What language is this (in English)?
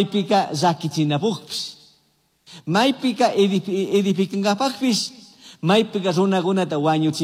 Chimborazo Highland Quichua